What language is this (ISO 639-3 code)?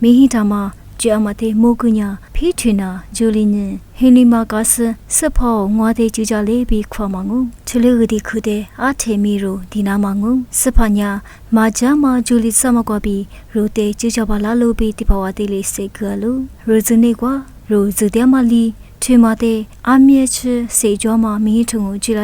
lis